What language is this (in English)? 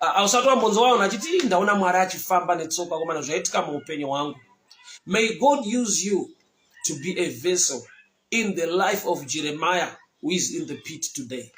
Shona